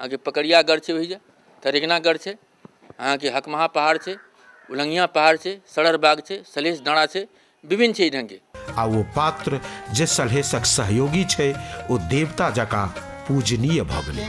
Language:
Maithili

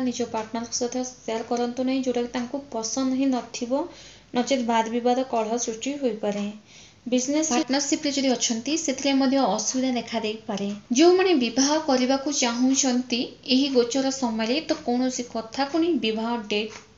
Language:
Odia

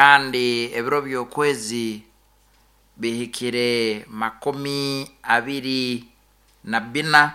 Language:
Nyoro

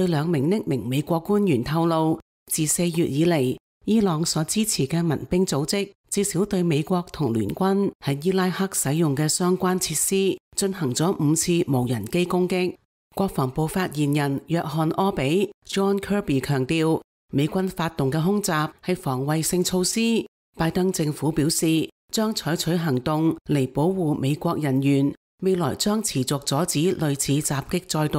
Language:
Cantonese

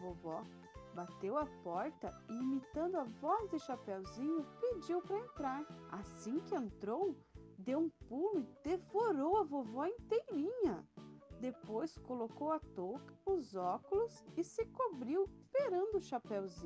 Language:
Portuguese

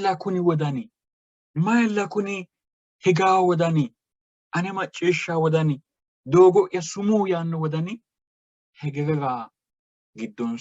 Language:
Sidamo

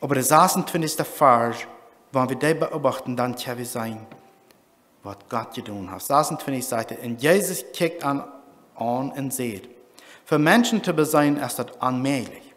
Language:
Plautdietsch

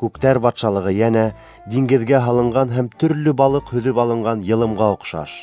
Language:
Bashkir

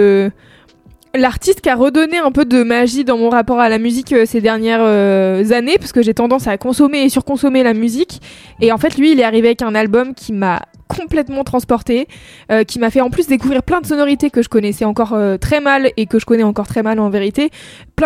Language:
French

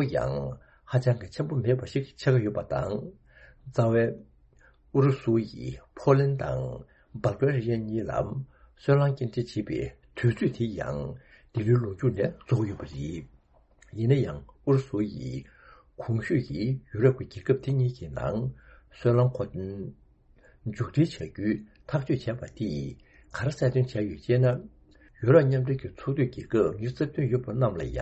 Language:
Tibetan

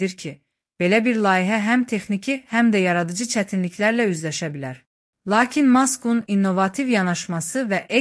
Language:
Azerbaijani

